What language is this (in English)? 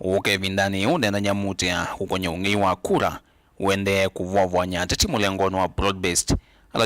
Kamba